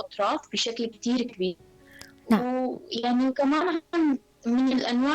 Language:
North Levantine Arabic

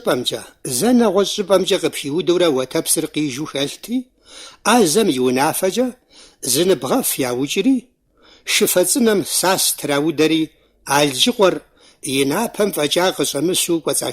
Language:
Kabardian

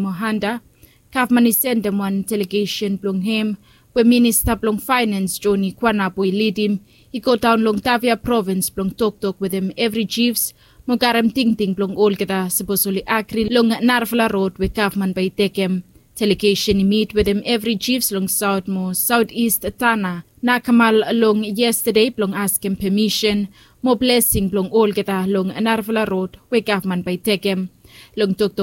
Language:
Bislama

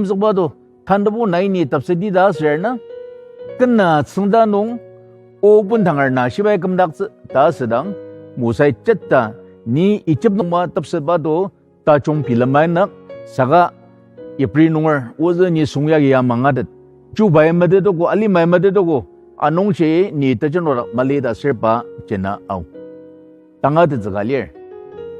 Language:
Ao Naga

